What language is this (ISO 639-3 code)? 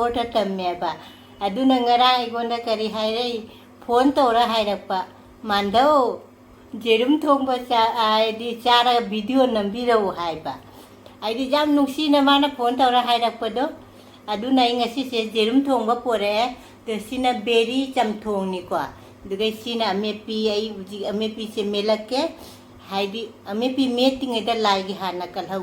mni